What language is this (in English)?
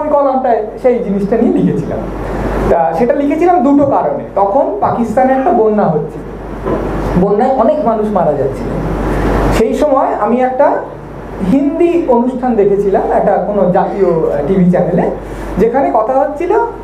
Bangla